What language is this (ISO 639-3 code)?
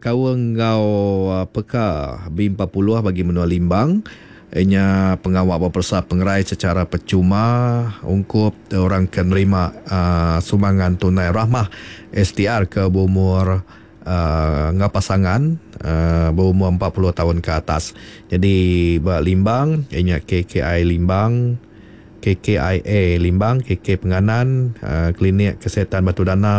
iba